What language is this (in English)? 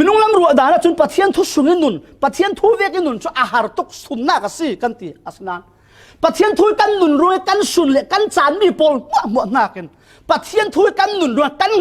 Falam Chin